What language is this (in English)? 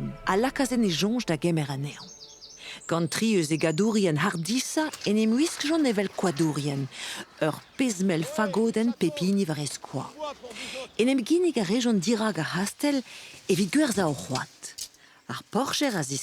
Breton